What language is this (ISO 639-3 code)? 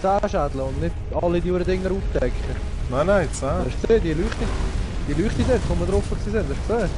gsw